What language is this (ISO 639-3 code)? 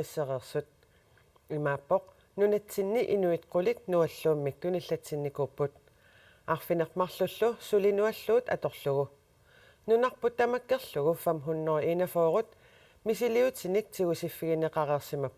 kal